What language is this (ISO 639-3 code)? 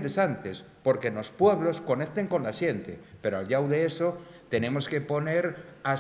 ast